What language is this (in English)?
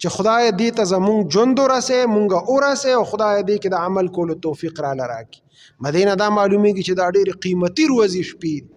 Pashto